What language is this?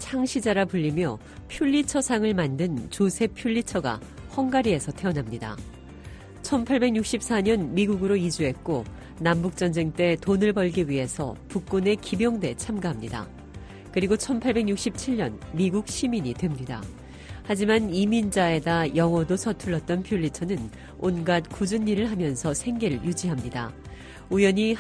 Korean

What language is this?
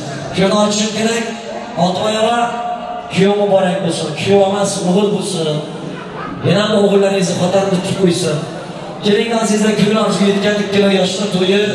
Turkmen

